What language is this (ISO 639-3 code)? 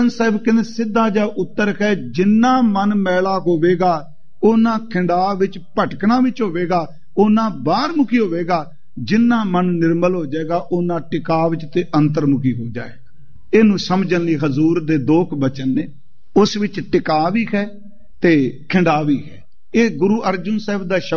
pan